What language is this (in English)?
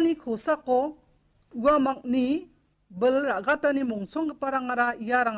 Garo